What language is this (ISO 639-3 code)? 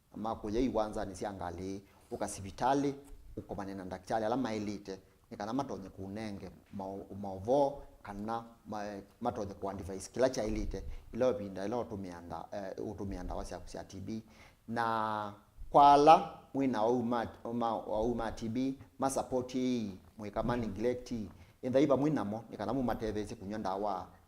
kam